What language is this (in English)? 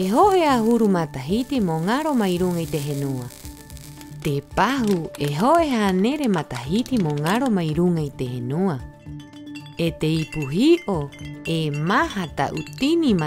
Rapanui